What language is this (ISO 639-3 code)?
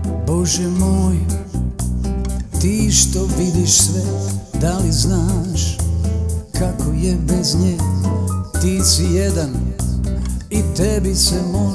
srp